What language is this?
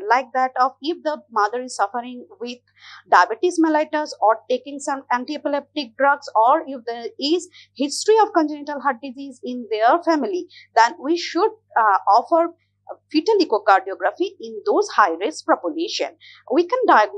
English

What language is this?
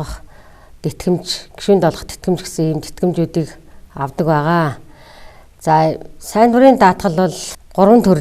Mongolian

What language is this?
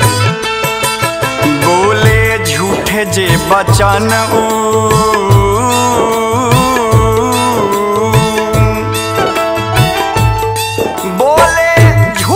Bhojpuri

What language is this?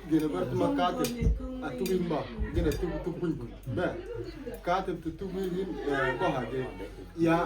Mabaan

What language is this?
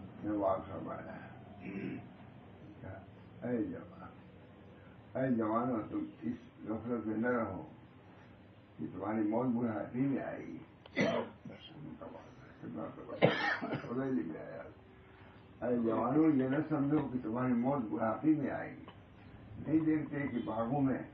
Urdu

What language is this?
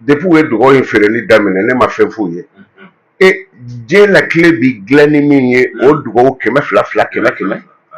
Bambara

